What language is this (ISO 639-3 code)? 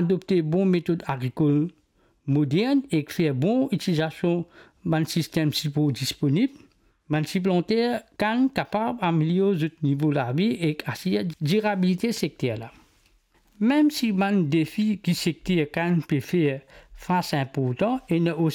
mfe